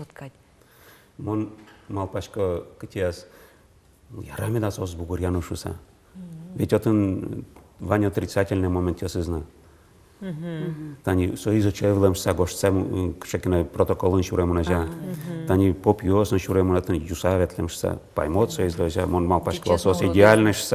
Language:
Udmurt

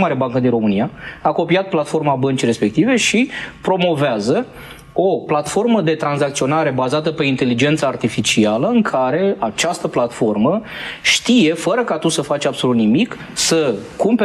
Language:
Romanian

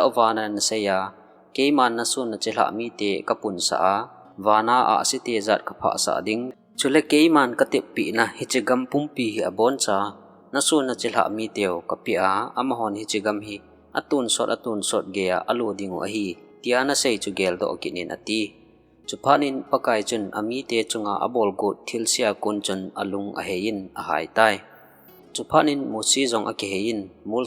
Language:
Thado Chin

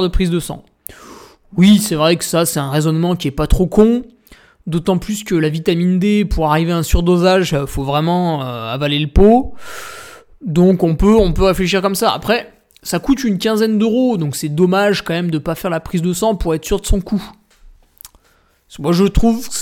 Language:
French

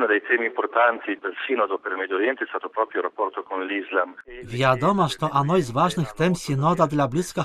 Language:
Belarusian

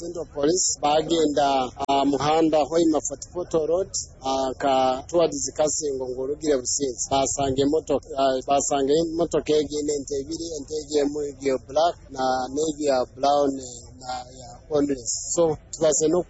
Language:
Nyoro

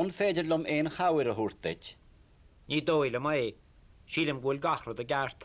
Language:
Irish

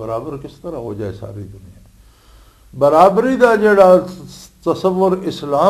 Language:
Western Panjabi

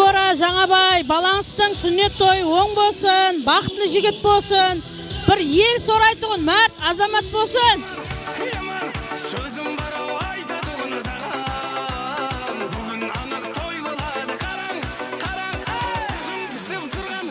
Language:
Kara-Kalpak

